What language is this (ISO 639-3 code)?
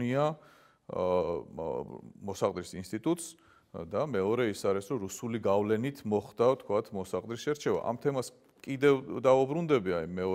kat